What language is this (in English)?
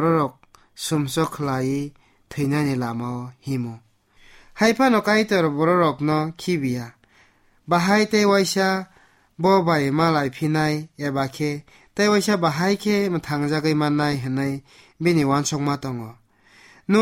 Kok Borok